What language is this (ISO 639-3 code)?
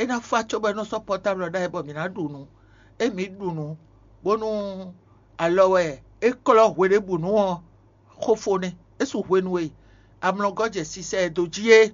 fon